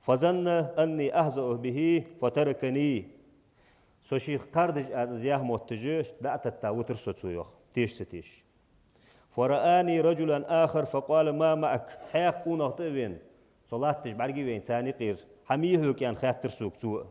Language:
Ingush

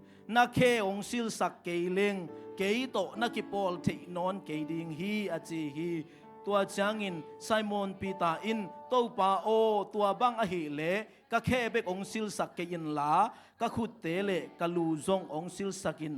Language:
Tedim Chin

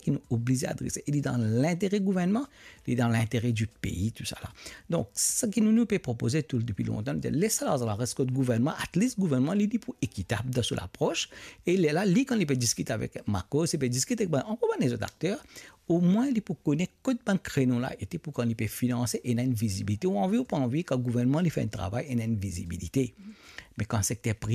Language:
Morisyen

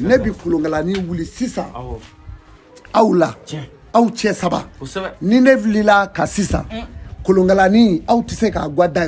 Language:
Bambara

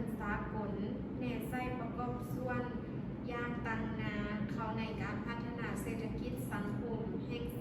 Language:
Lao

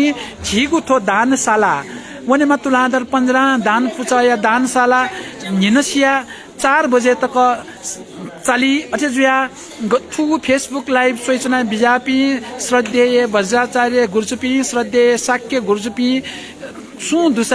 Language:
Newari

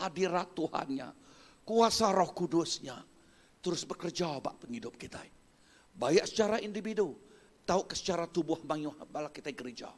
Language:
Iban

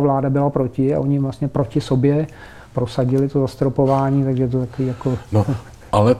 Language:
Czech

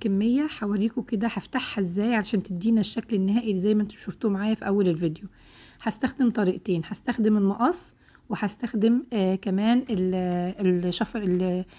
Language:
Egyptian Arabic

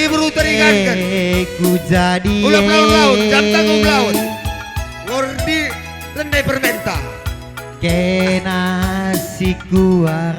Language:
Batak Karo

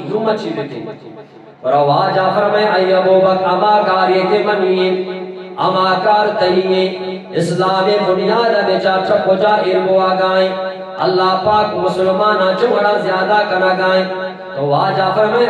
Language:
Eastern Balochi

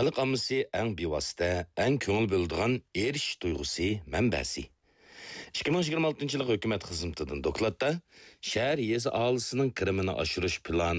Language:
Uyghur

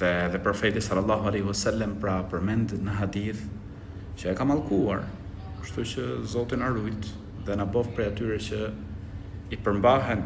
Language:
Albanian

